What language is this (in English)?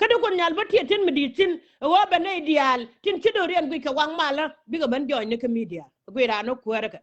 Nuer